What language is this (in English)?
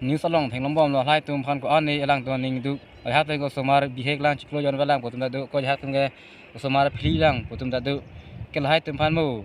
Karbi